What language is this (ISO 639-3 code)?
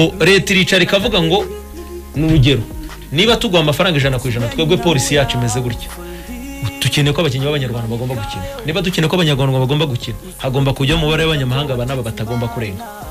kin